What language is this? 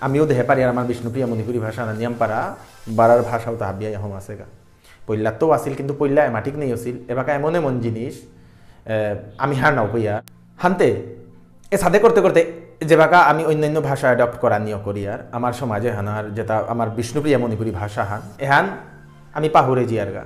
Bishnupriya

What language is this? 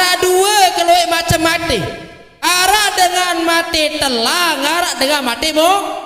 Sasak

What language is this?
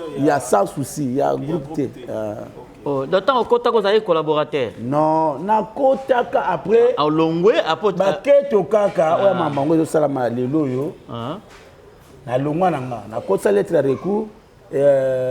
Lingala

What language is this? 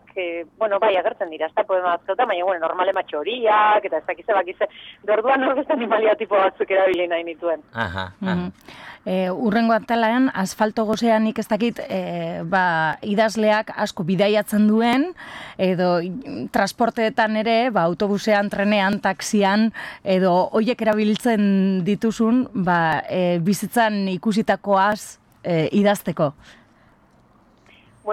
Basque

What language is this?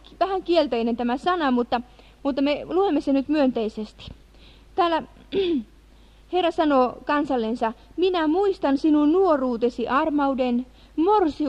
Finnish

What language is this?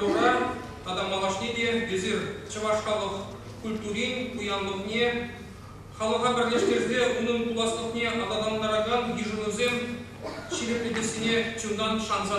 Chuvash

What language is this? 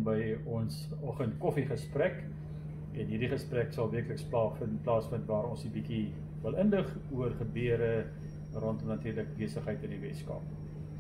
Afrikaans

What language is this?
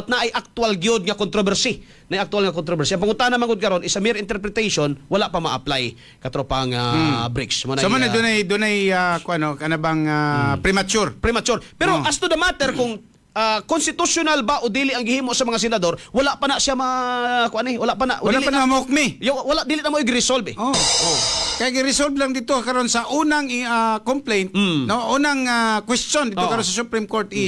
Cebuano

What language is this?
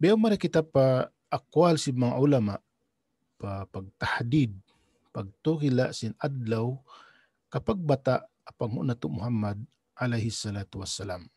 Tausug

